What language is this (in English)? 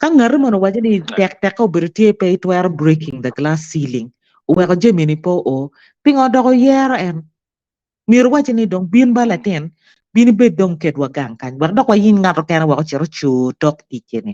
Acoli